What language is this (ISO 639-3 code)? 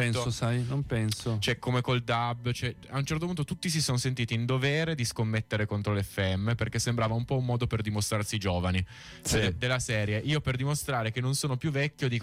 ita